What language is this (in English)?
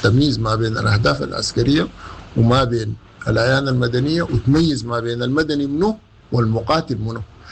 Sudanese Arabic